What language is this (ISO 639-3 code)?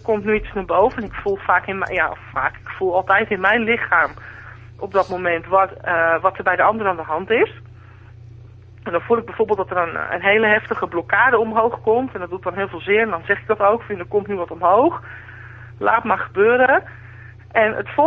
nld